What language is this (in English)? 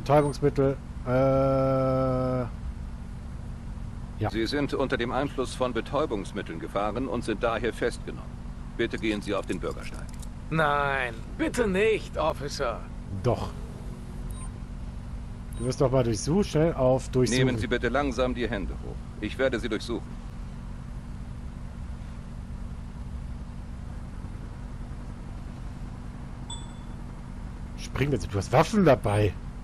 German